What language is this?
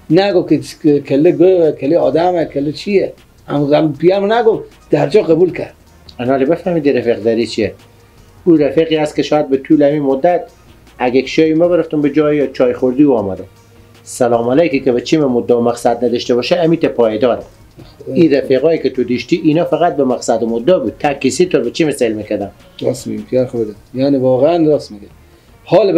Persian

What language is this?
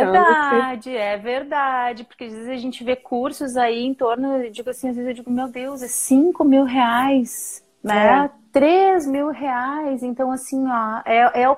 Portuguese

